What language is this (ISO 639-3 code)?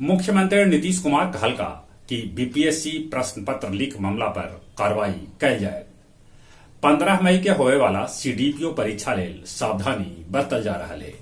mag